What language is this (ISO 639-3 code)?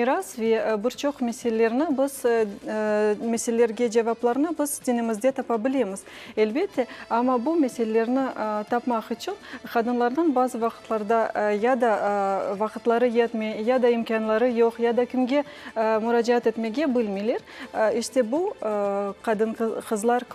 crh